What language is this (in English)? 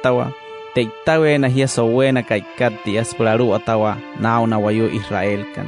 Wayuu